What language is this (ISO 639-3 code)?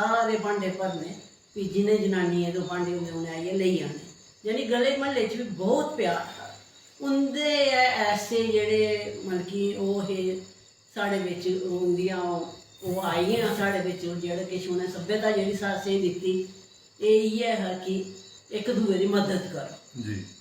doi